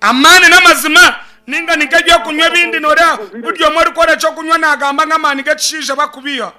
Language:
Nyankole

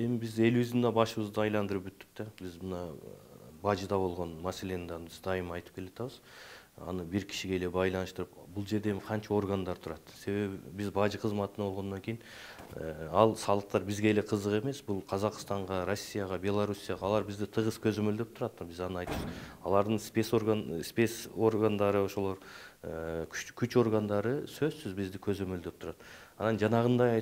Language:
Kyrgyz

